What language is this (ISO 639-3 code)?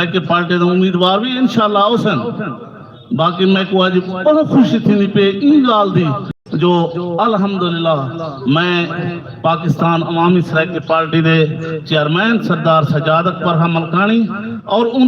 skr